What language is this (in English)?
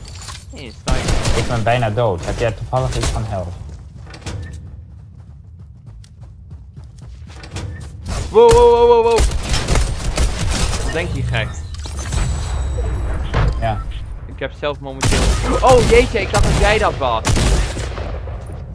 Dutch